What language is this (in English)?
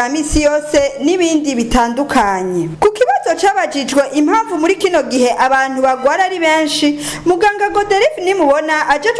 Rundi